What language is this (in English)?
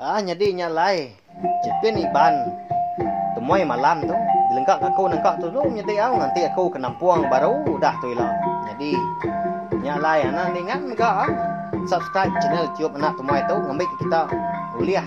Iban